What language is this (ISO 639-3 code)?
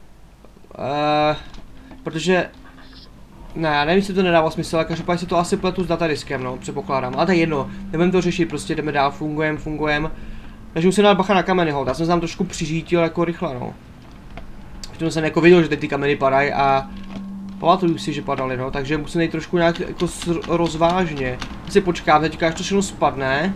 ces